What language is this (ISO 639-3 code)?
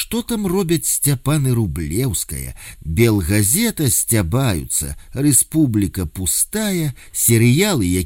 bel